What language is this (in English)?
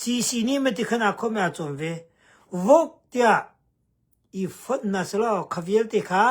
Hakha Chin